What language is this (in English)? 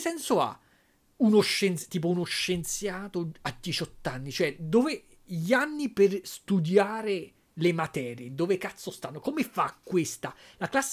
Italian